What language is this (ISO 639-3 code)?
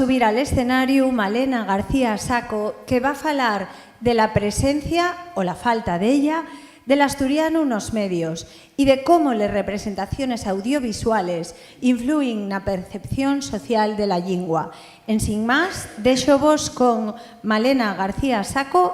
ast